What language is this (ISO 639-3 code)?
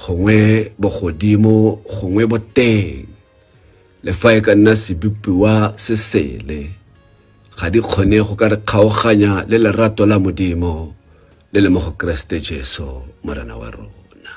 tsn